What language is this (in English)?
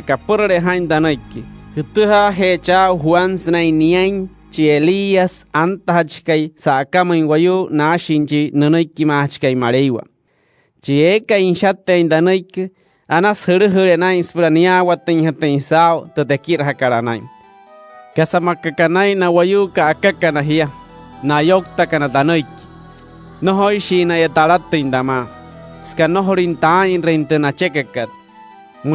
Wayuu